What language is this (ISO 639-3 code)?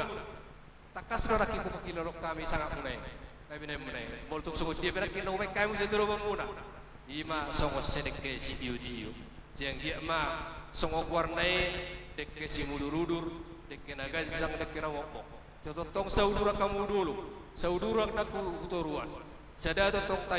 bbc